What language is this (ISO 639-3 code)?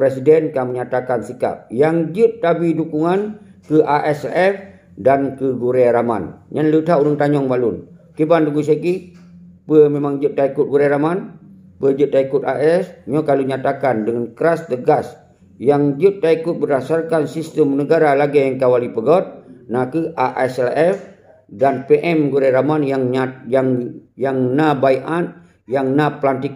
ace